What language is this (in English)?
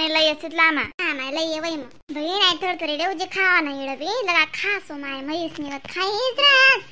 Khandesi